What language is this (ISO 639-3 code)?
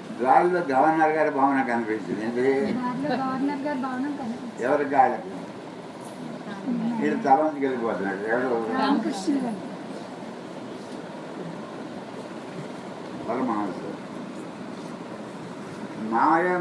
tel